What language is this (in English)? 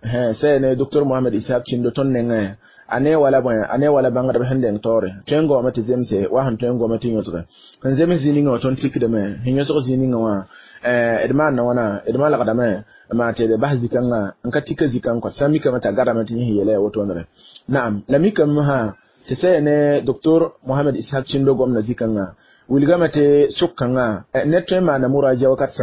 Mossi